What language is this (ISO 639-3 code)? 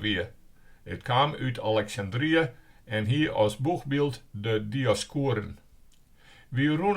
fry